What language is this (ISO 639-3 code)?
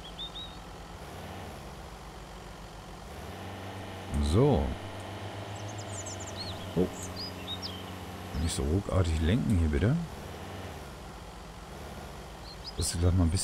deu